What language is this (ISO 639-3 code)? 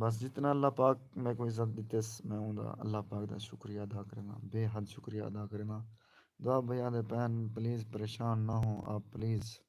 skr